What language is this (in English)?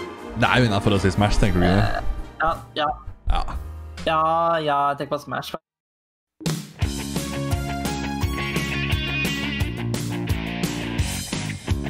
Norwegian